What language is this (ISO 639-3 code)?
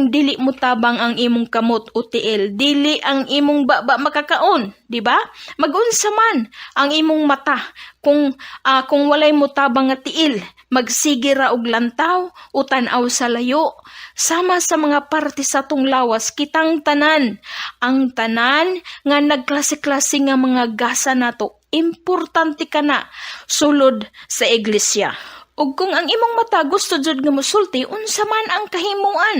ceb